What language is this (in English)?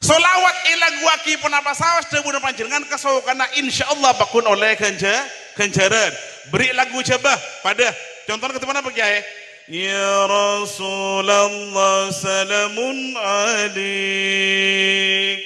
Madurese